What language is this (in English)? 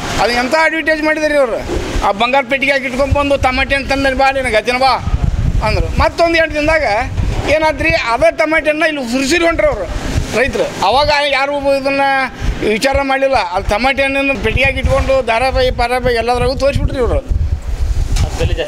Kannada